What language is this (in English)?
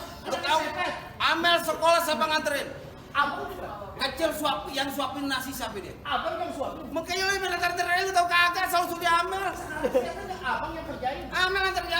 Betawi